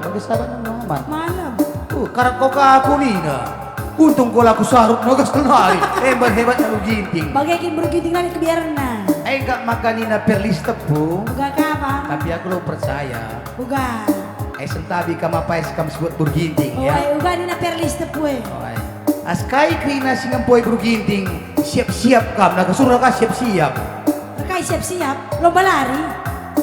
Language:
Batak Karo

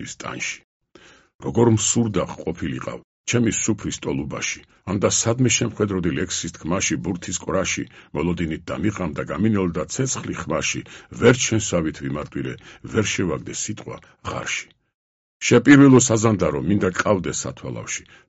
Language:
Georgian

